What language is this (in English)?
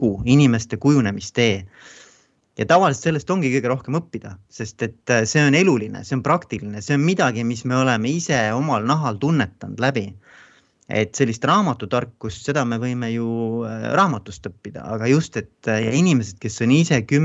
Estonian